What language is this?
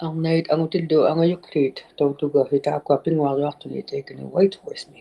Inuktitut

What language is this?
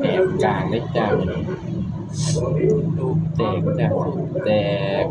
Lao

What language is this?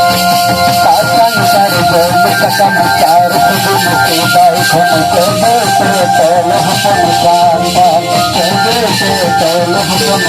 Santali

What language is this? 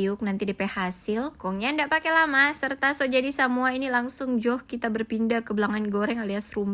Manado Malay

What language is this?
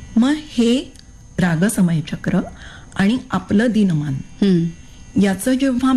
Marathi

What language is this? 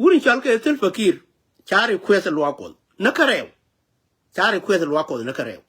Nuer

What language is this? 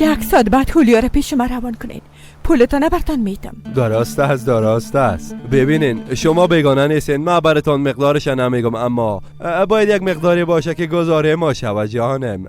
Persian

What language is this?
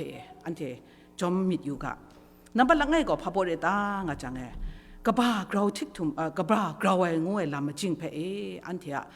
Kachin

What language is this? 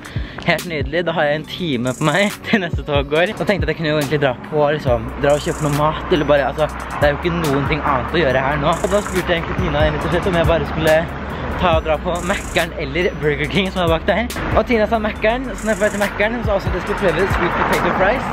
Norwegian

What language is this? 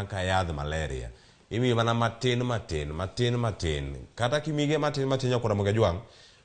Luo (Kenya and Tanzania)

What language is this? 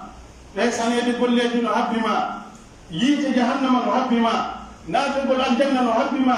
Pular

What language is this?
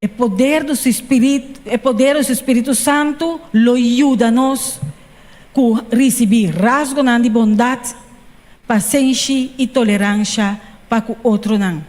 Papiamento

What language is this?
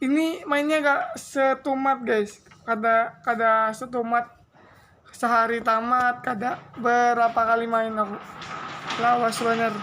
Banjar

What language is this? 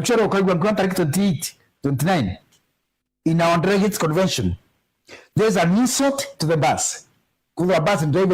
Meru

